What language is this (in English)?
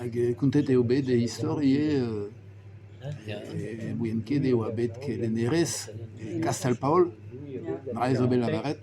Breton